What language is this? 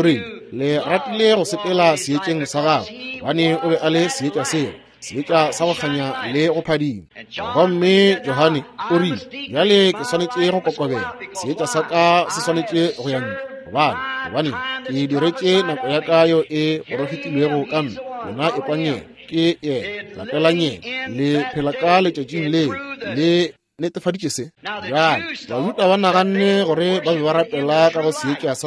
Northern Sotho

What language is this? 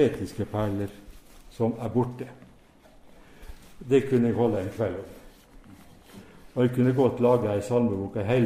Norwegian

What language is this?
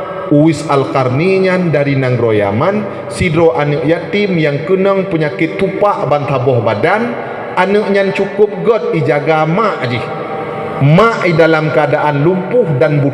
Achinese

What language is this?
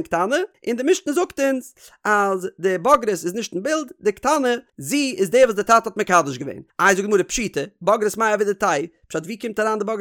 Yiddish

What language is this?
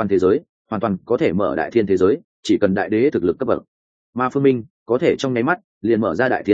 Vietnamese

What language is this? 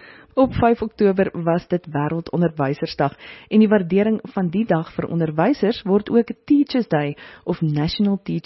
Afrikaans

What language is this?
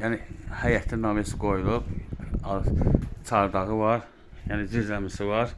Azerbaijani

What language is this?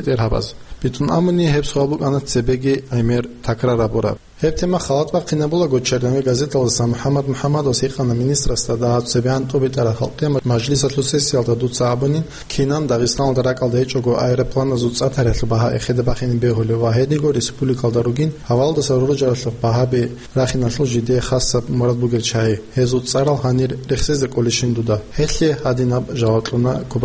Avaric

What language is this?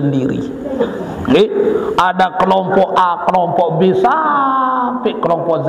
Sasak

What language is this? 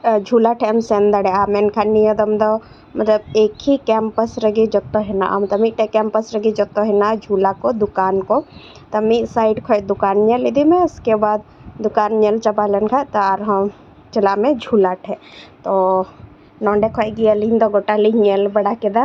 Santali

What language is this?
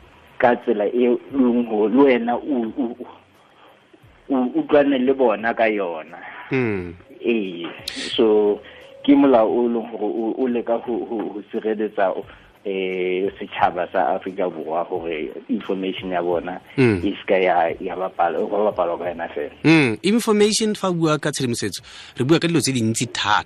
Southern Sotho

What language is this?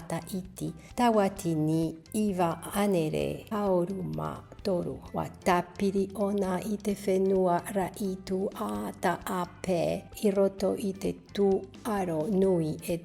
Tahitian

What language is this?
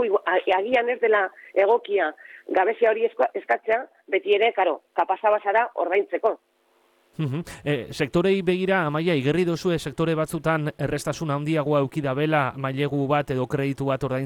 Basque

